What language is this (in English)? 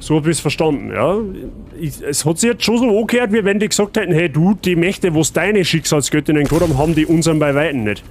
Bavarian